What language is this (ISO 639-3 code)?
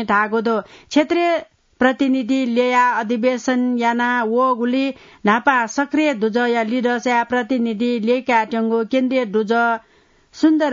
new